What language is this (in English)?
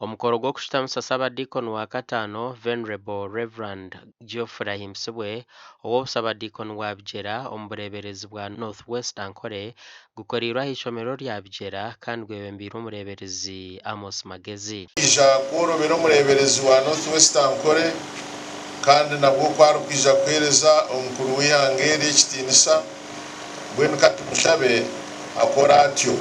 Nyankole